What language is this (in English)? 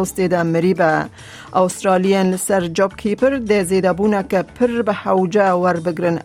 Kurdish